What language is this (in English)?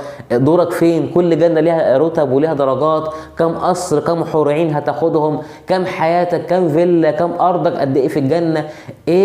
Egyptian Arabic